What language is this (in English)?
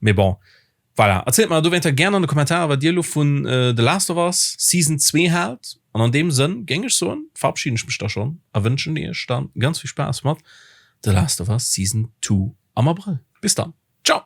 Luxembourgish